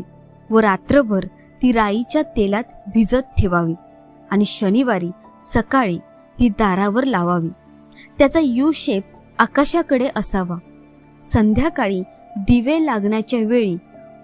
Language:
Marathi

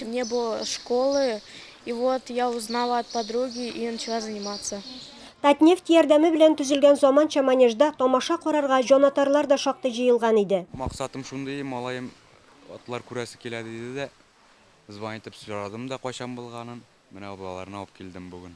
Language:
Tatar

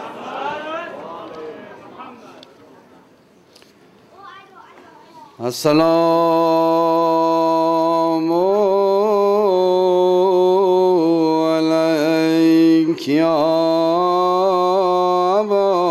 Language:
Persian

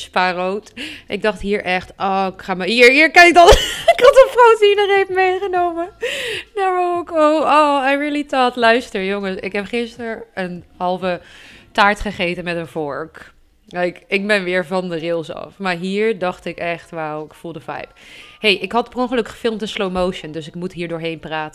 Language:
Dutch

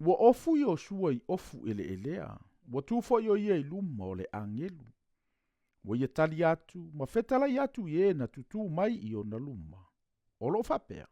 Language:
Samoan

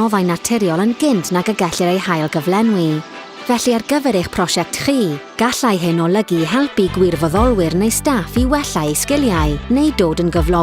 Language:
Welsh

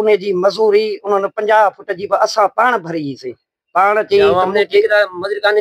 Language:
Sindhi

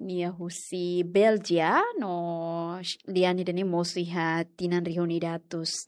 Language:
Tetum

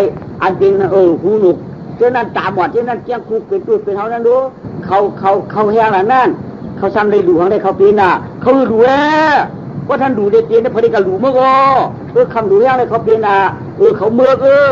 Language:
Shan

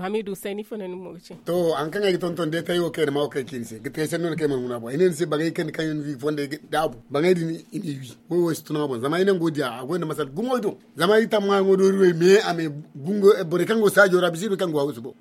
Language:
Zarma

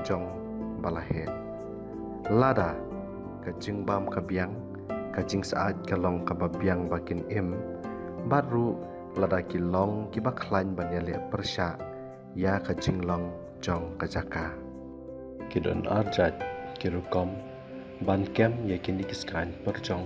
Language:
Khasi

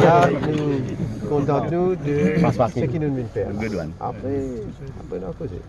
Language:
Morisyen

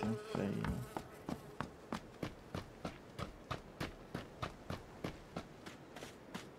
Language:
French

